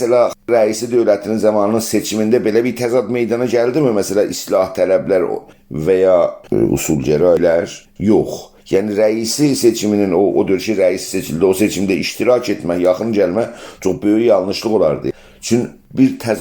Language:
South Azerbaijani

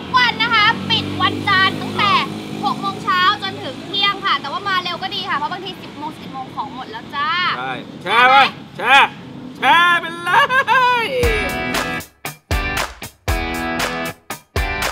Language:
Thai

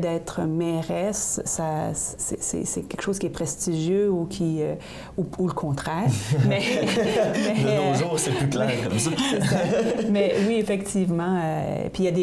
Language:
French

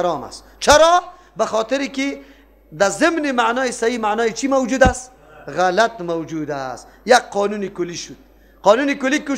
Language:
Persian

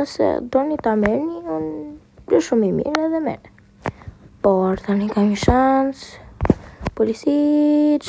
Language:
Albanian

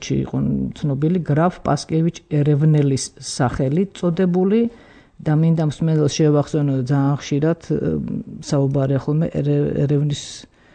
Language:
Georgian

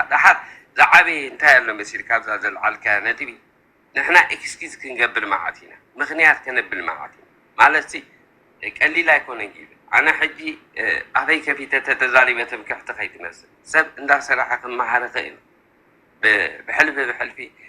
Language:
Tigrinya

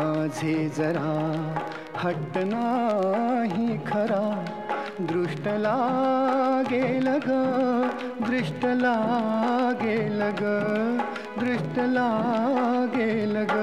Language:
Marathi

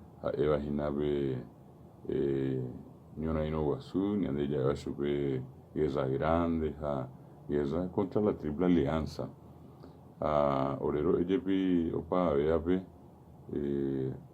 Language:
Guarani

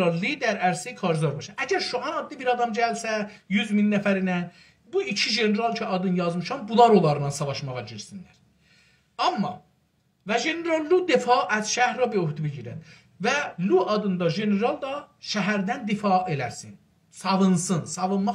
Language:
South Azerbaijani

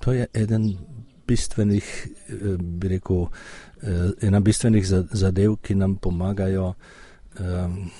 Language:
Slovenian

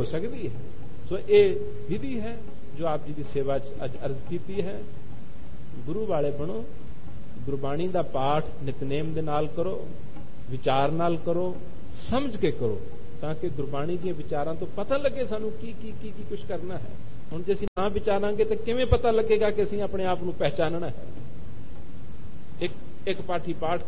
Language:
Punjabi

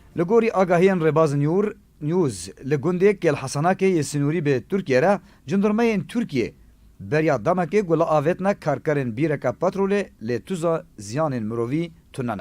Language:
Kurdish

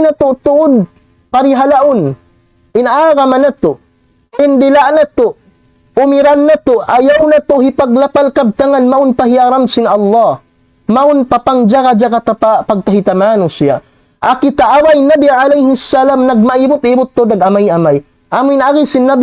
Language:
Tausug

